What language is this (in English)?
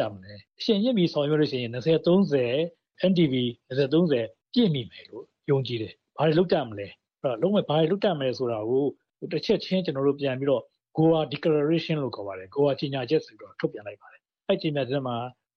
Burmese